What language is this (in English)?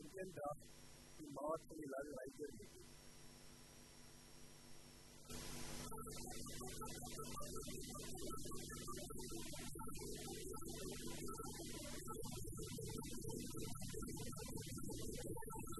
Afrikaans